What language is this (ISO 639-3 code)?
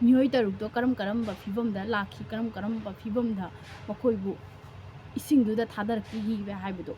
mni